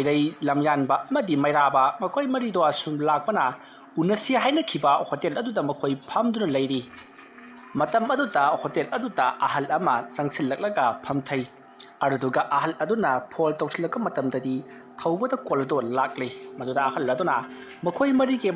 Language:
Manipuri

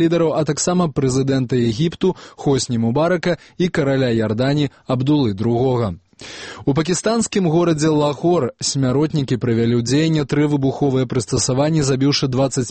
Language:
Belarusian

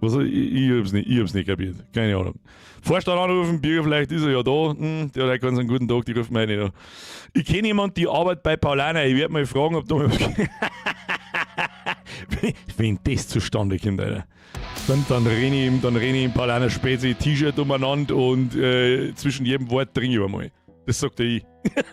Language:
Bavarian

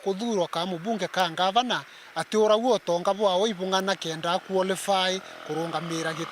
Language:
Meru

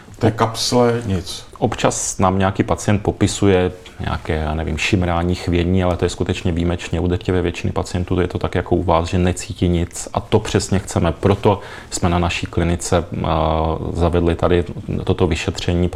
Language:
Czech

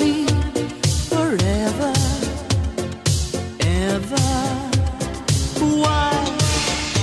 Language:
English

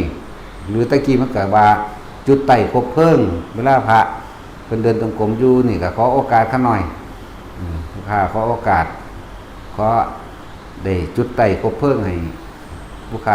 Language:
Northeastern Thai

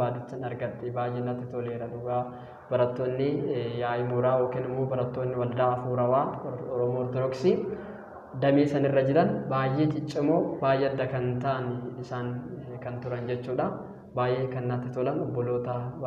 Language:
Oromo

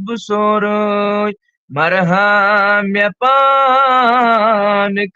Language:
Kashmiri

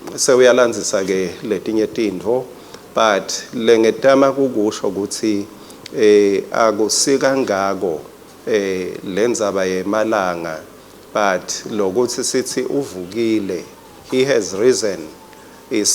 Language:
Swati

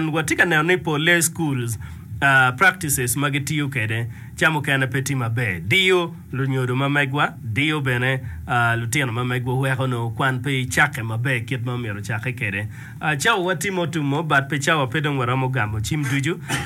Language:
Acoli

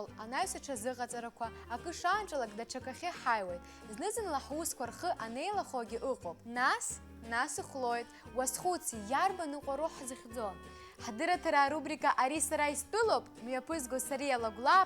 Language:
Abkhazian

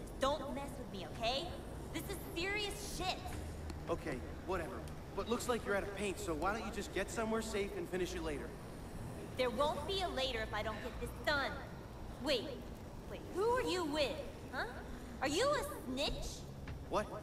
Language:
Czech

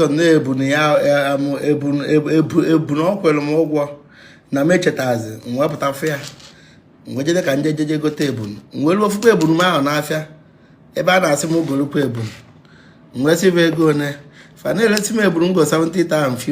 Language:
Igbo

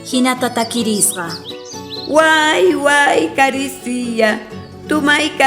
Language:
South Bolivian Quechua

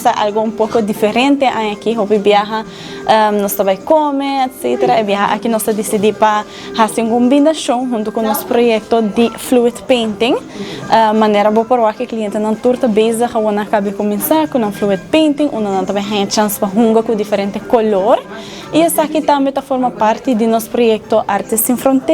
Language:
Papiamento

